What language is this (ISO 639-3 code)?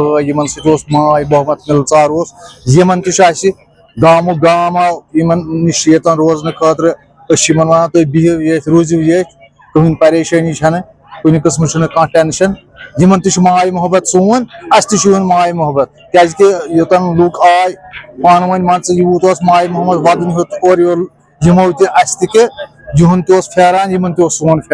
kas